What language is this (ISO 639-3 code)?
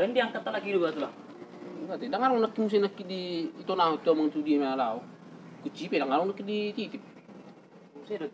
bbc